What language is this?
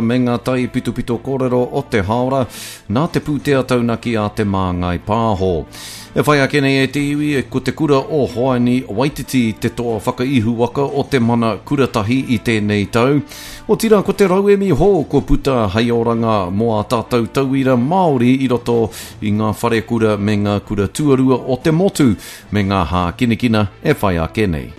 Māori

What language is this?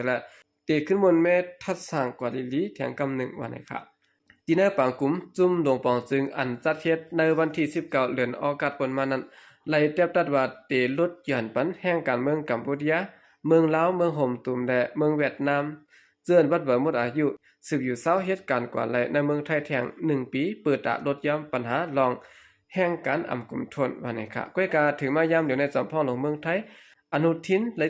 Shan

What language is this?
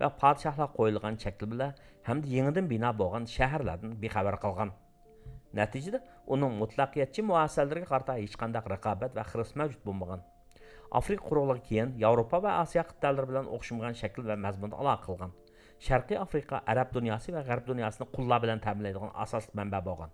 Uyghur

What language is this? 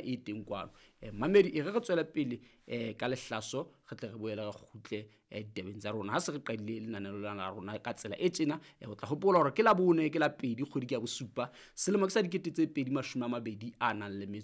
Southern Sotho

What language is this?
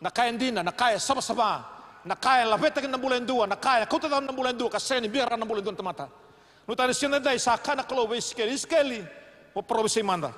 Fijian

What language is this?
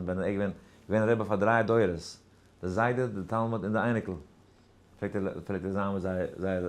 Yiddish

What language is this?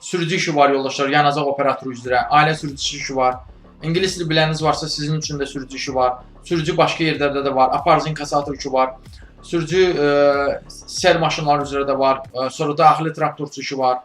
Azerbaijani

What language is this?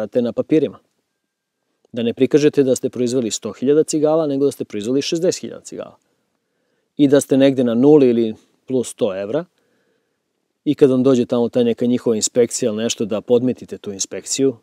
Serbian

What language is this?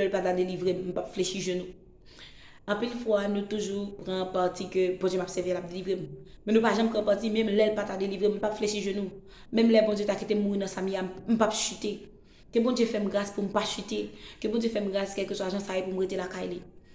Haitian Creole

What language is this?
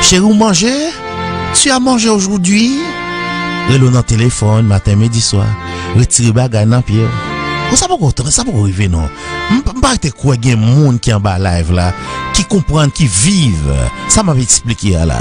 Haitian Creole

